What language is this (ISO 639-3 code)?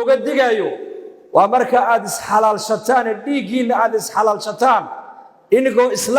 som